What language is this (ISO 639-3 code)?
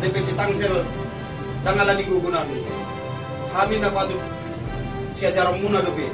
bbc